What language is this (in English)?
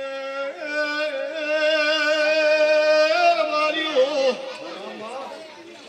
Gujarati